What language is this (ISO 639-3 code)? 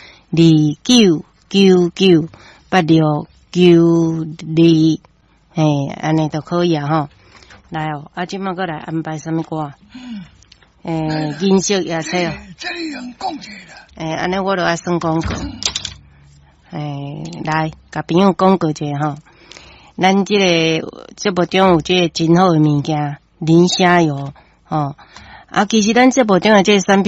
nan